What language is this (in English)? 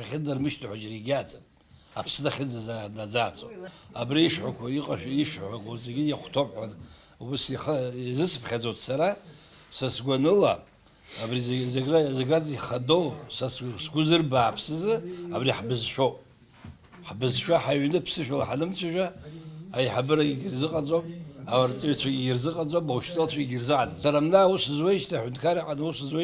Abkhazian